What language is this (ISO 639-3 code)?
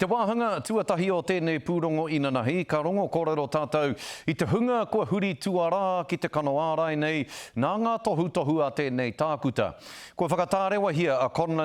mri